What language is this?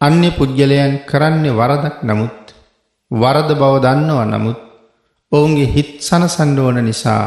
Sinhala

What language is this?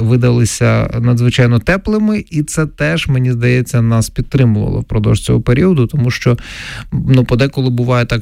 Ukrainian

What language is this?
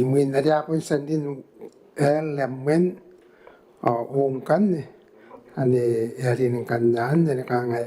Gilbertese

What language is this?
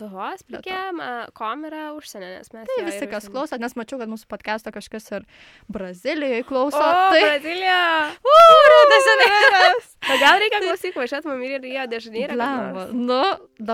Lithuanian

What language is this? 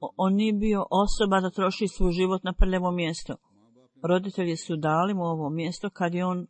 Bosnian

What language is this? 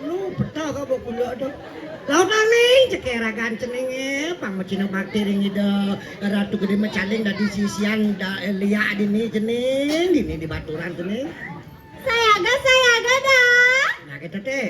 Balinese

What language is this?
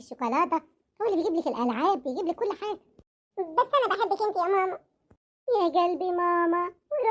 Egyptian Arabic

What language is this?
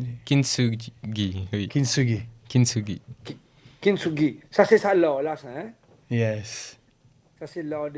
Morisyen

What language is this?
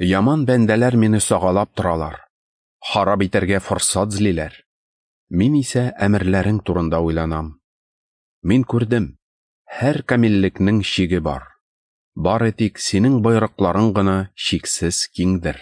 Tatar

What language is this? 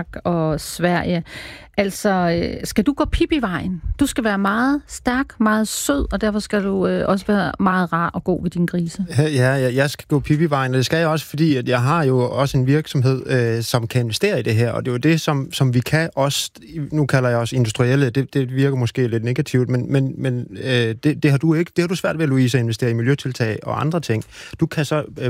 Danish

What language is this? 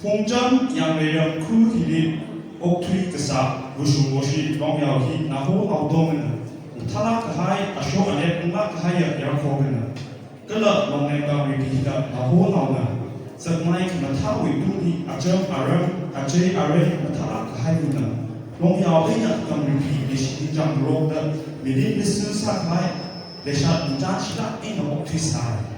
Tangkhul Naga (India)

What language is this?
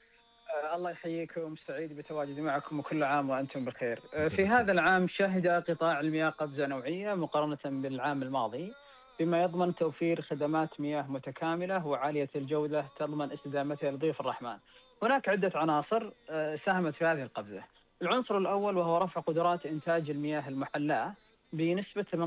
Arabic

